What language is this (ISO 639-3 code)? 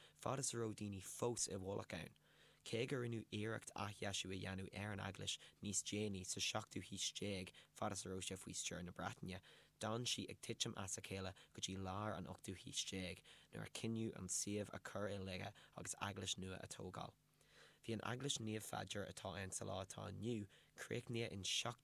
gle